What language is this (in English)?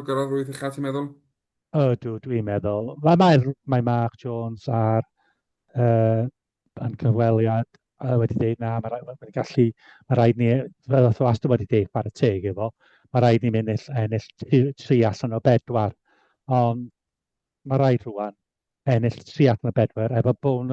Welsh